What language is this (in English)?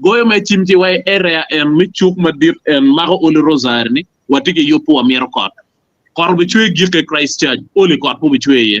Acoli